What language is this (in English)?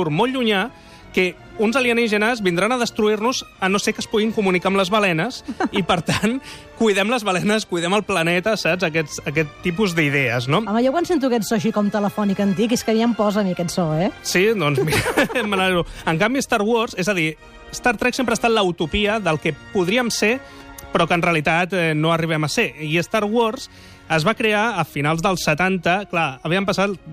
Catalan